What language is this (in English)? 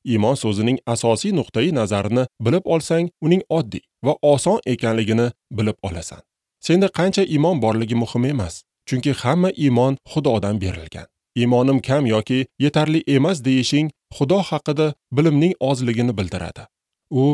Uzbek